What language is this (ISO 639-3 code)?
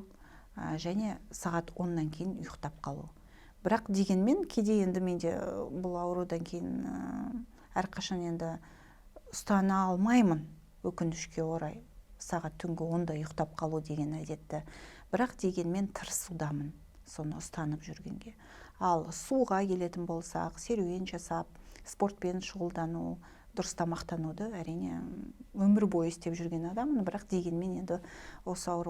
kaz